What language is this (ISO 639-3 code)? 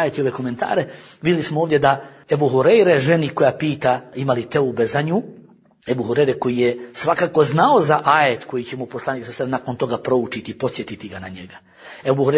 bos